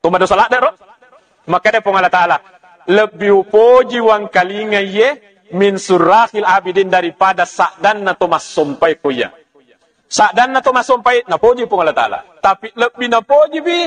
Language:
Buginese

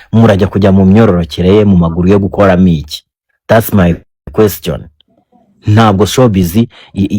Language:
Kinyarwanda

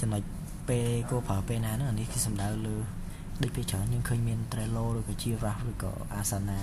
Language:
Khmer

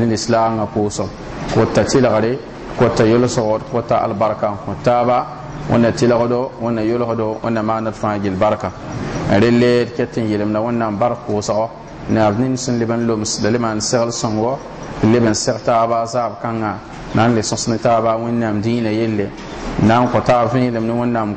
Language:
Mossi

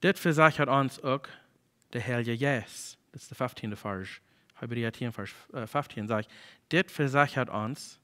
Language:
Plautdietsch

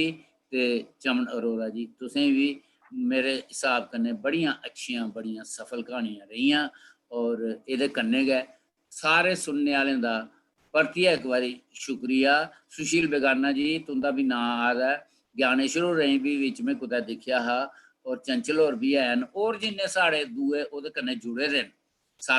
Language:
Dogri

